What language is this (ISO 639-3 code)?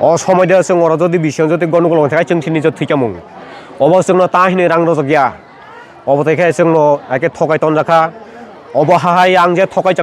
trp